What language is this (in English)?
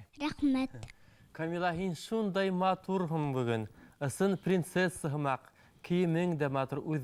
Bashkir